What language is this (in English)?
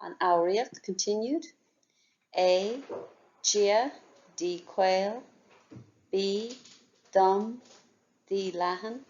Irish